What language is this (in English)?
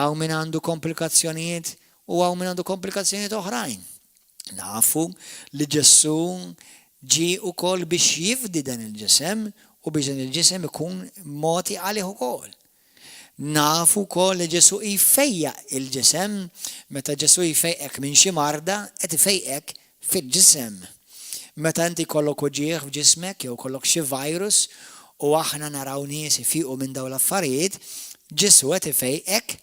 Maltese